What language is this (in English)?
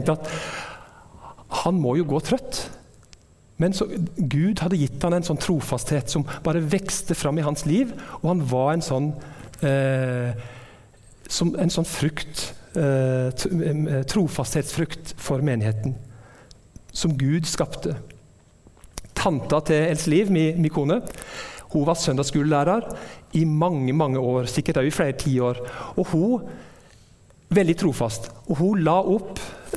Norwegian